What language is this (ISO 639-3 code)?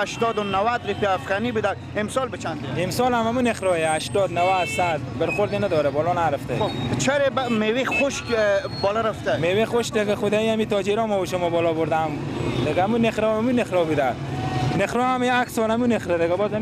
fas